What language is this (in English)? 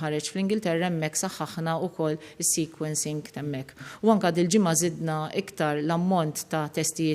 Maltese